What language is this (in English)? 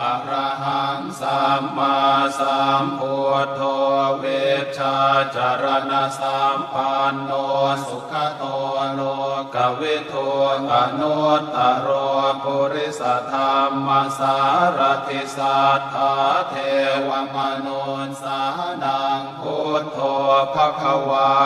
Pali